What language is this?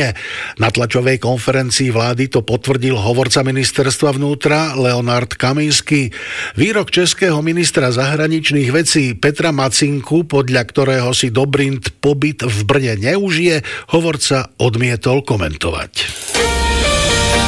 Slovak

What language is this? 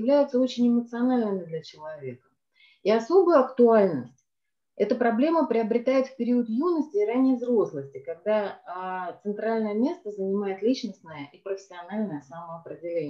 Russian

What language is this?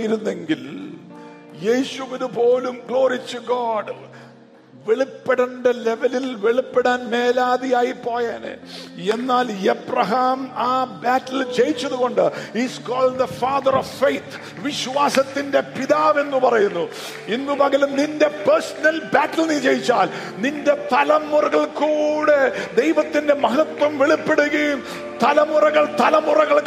Malayalam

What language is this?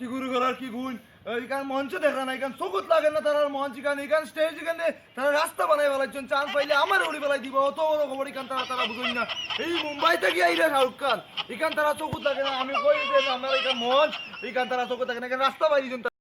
Sylheti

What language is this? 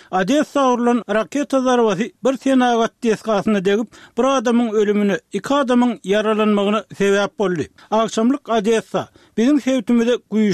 Turkmen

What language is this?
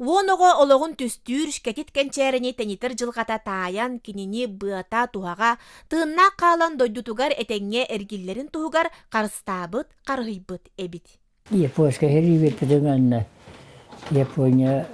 Yakut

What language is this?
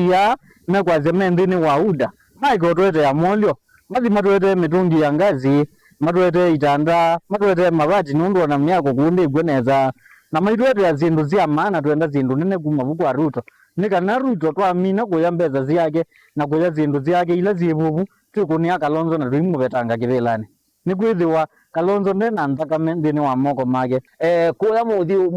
Kamba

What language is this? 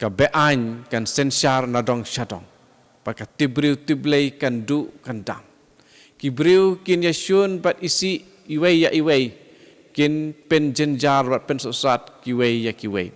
Khasi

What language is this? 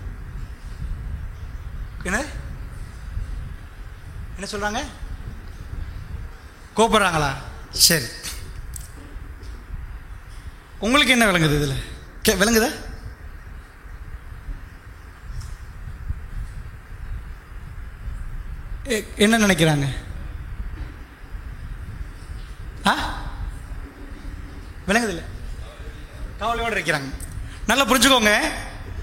Tamil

